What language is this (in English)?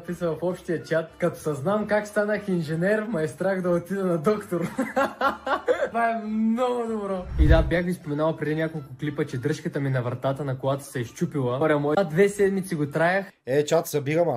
Bulgarian